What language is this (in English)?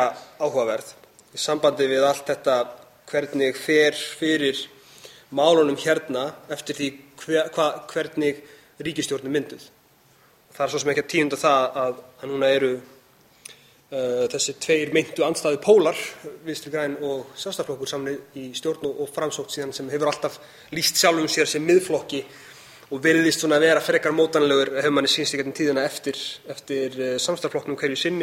Icelandic